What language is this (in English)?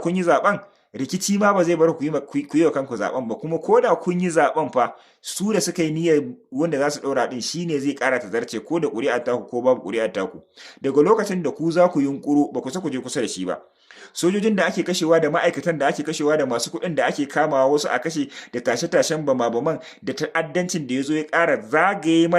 Hausa